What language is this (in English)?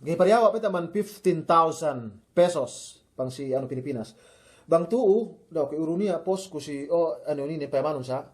Yakan